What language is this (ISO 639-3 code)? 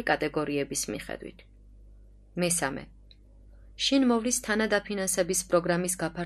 kat